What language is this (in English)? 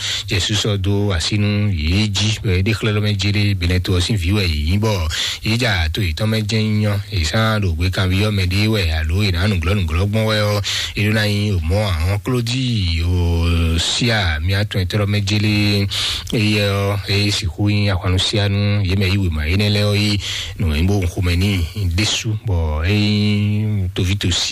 Fon